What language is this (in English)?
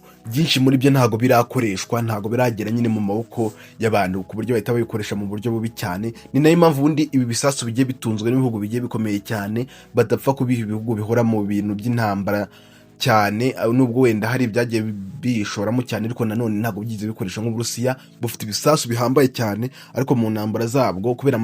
Kinyarwanda